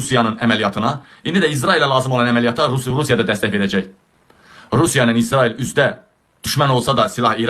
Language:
Azerbaijani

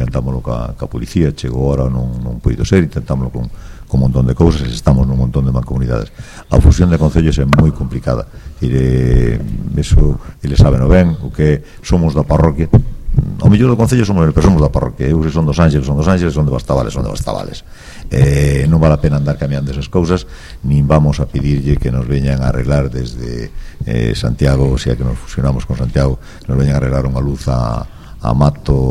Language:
Galician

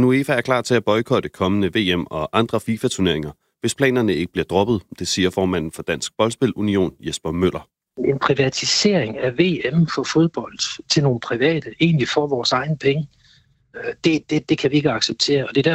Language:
Danish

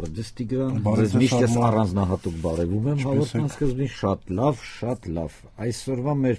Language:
Armenian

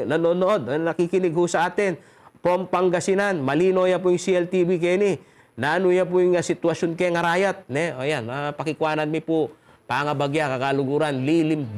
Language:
Pampanga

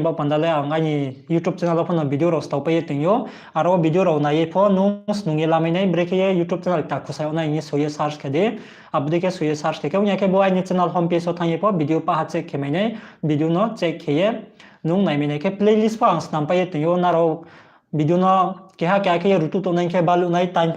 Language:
Riang (India)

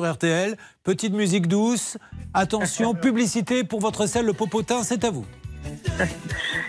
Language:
French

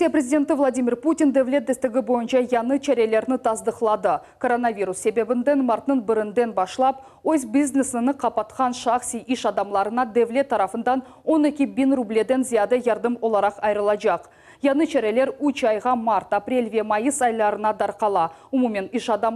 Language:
Crimean Tatar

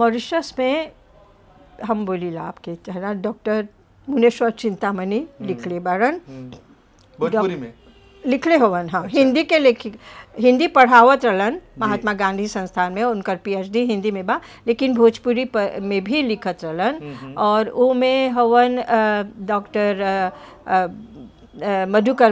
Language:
Bhojpuri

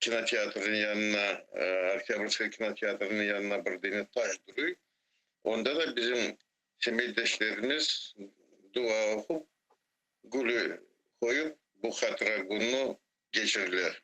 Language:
Crimean Tatar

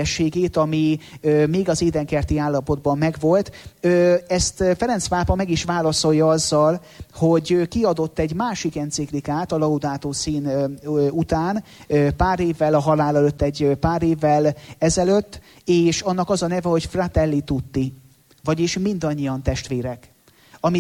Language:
Hungarian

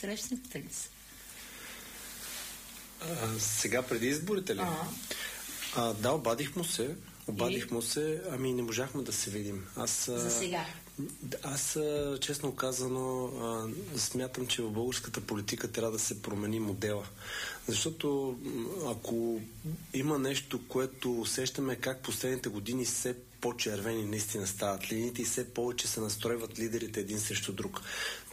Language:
Bulgarian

